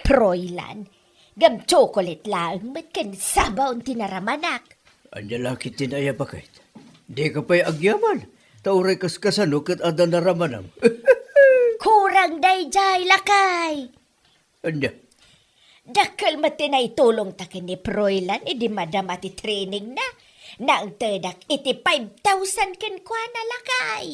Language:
Iloko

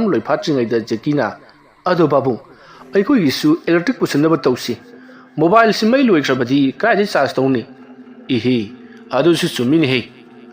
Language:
Manipuri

